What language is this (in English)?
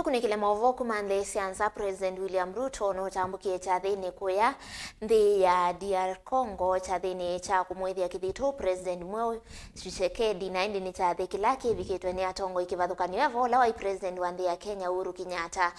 Kamba